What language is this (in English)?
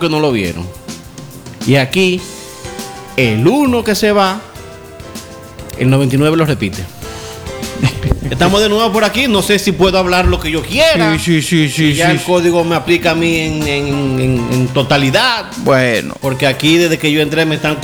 Spanish